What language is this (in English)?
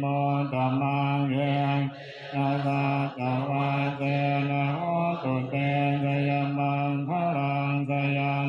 Pali